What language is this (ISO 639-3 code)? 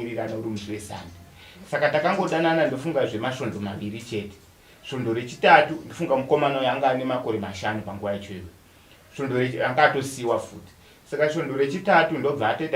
sna